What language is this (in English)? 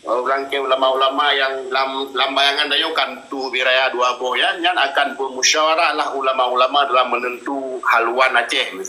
Achinese